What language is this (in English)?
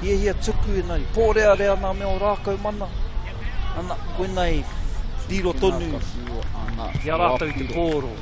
Māori